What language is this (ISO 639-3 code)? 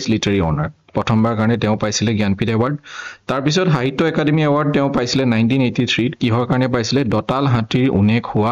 asm